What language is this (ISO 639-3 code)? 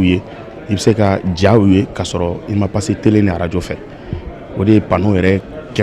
bam